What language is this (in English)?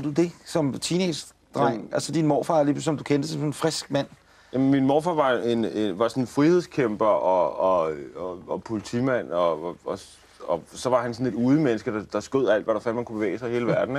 Danish